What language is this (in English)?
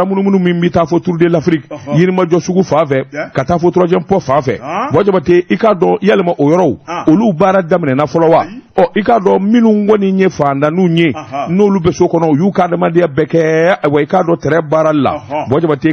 Bambara